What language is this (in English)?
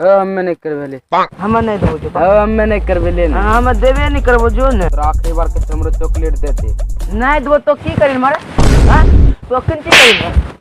Angika